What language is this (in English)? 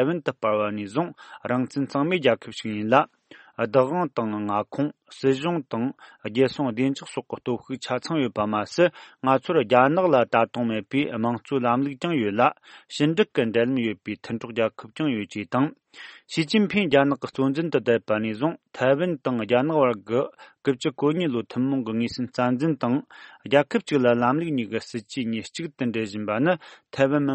Tibetan